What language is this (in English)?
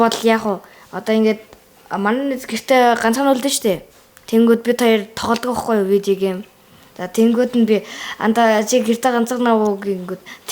Mongolian